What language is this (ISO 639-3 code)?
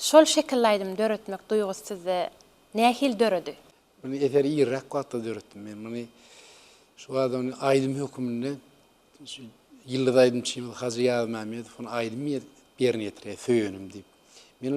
tuk